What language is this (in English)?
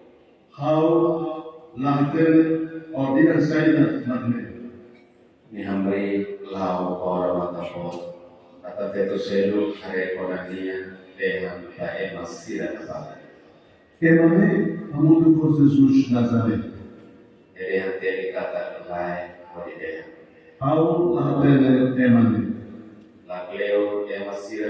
Tetum